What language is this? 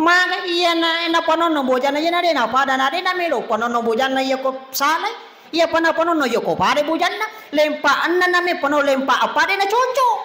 Buginese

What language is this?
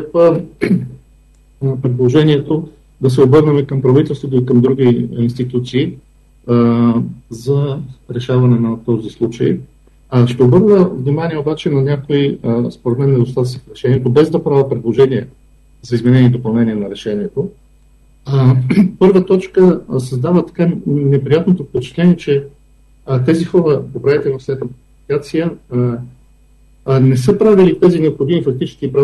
Bulgarian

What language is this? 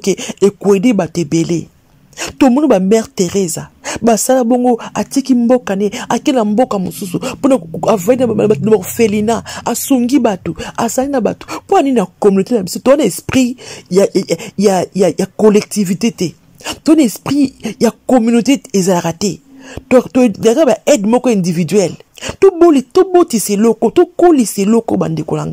Lingala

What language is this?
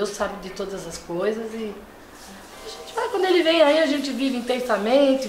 Portuguese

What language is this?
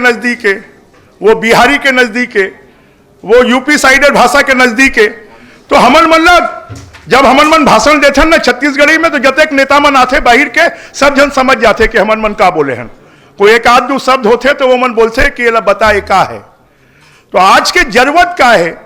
Chhattisgarhi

